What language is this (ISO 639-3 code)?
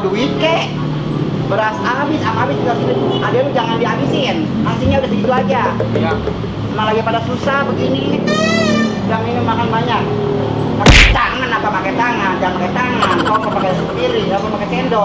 bew